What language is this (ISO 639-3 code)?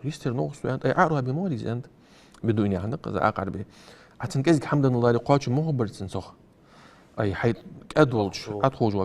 inh